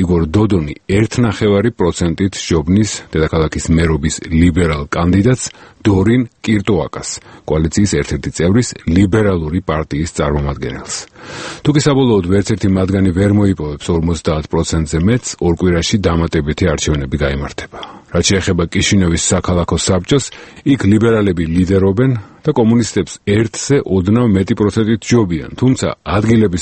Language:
Georgian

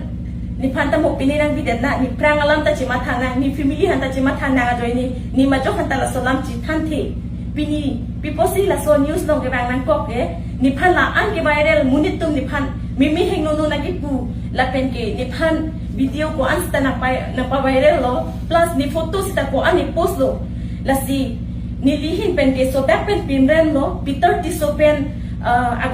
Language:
Karbi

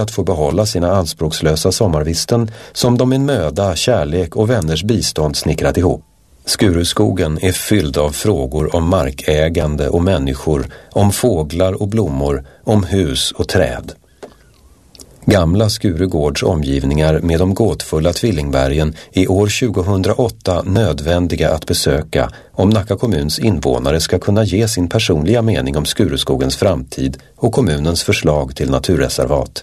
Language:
Swedish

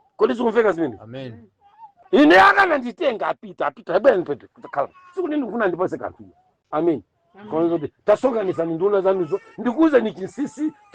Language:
Nyanja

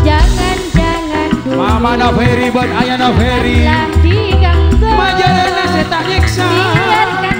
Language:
Madurese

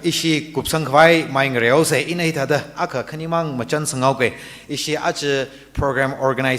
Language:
Tangkhul Naga (India)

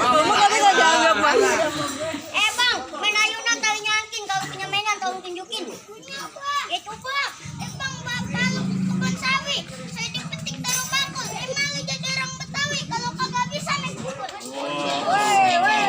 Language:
Betawi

